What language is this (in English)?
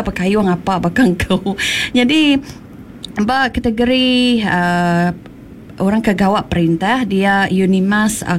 Iban